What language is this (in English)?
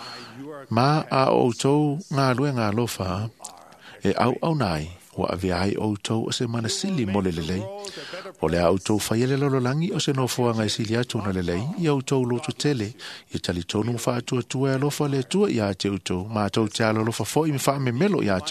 Samoan